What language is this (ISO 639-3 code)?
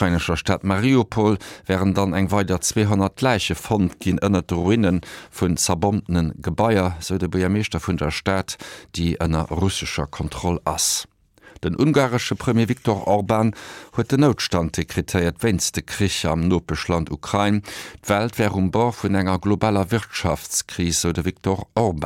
ltz